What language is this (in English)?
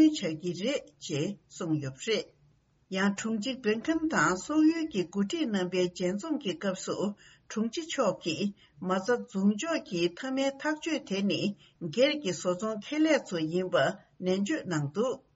Tibetan